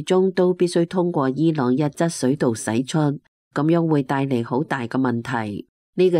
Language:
Cantonese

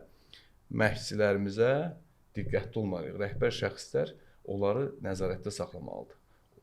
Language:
Azerbaijani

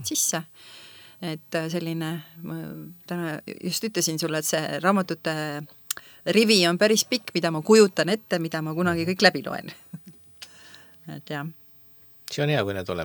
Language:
Estonian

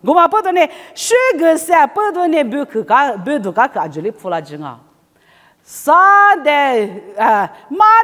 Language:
Lisu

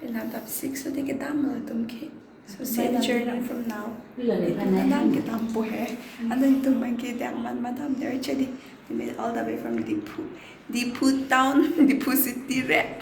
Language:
Karbi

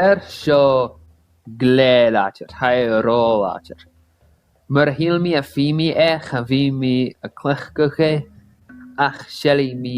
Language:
Scottish Gaelic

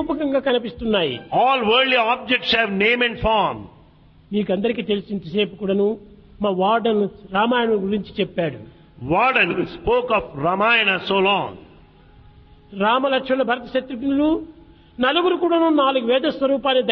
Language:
Telugu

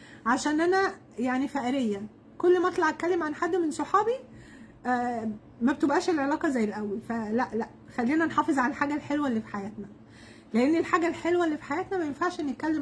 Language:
Egyptian Arabic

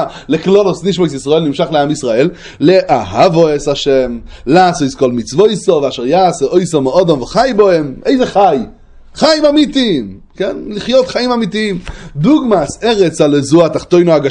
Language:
Hebrew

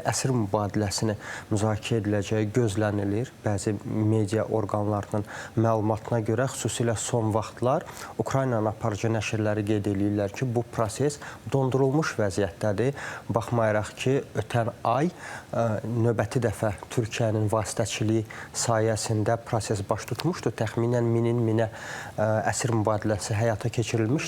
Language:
Azerbaijani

